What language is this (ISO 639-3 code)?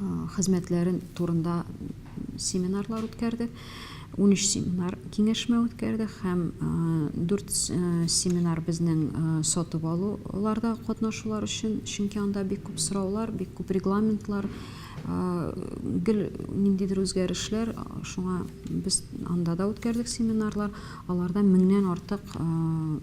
tat